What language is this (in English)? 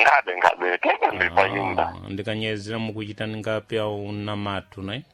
Sena